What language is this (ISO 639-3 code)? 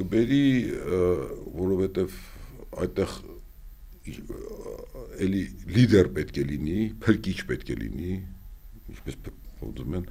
hye